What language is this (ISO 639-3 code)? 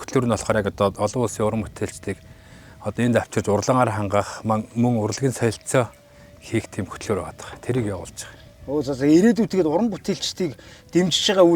mon